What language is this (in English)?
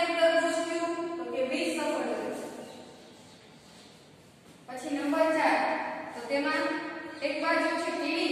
Gujarati